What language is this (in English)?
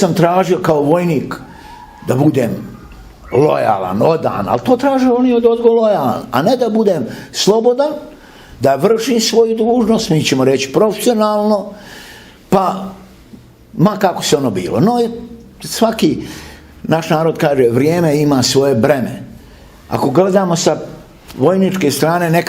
Bosnian